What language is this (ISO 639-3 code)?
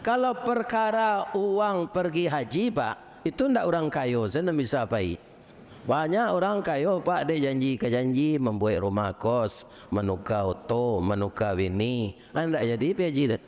min